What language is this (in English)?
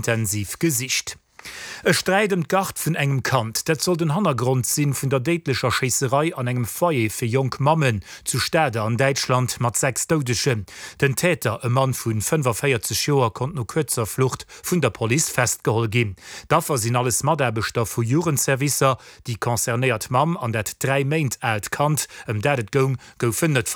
Luxembourgish